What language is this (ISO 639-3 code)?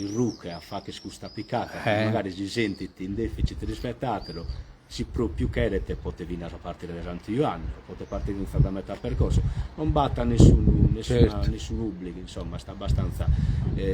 srd